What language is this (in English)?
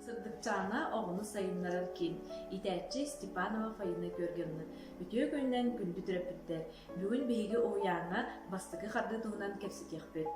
Yakut